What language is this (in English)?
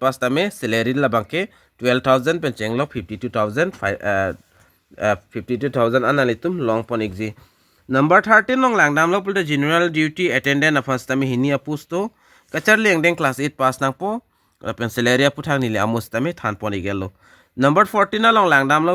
Karbi